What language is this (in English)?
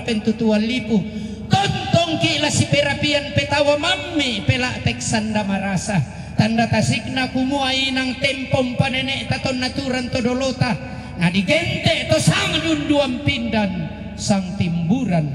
Toraja-Sa'dan